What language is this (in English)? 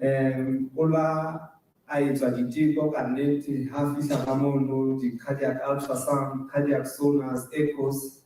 Southern Sotho